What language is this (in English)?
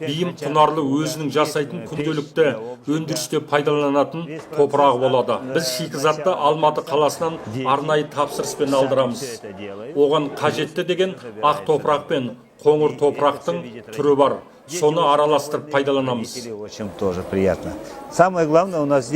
Kazakh